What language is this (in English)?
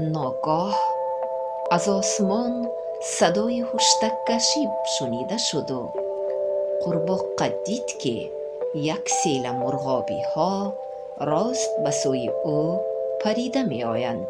Tajik